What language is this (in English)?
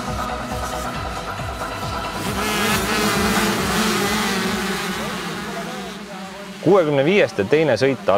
Estonian